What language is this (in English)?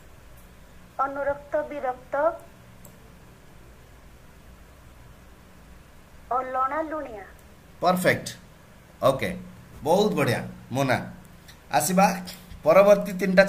Odia